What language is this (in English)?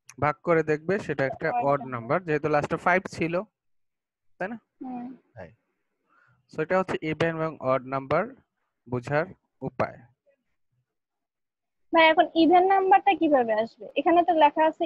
Bangla